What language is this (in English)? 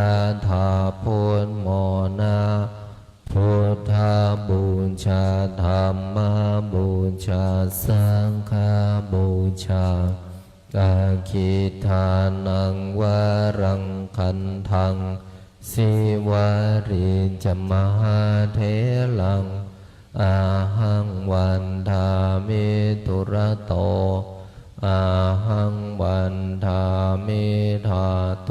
Pali